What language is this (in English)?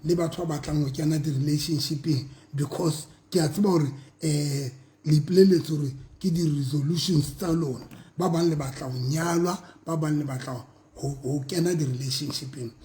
Southern Sotho